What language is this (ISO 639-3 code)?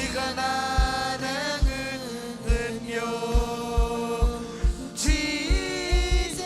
mah